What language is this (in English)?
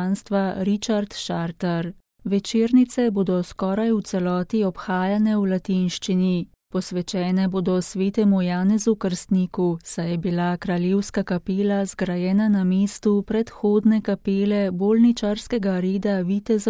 Slovenian